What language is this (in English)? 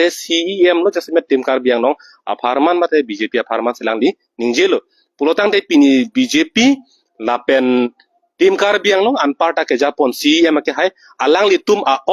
Karbi